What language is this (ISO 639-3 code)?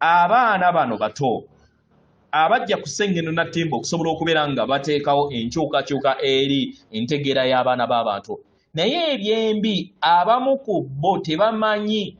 lug